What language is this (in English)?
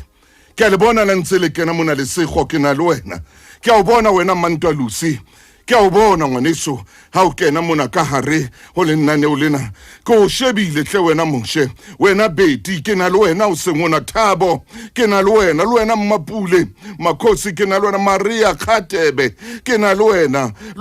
Southern Sotho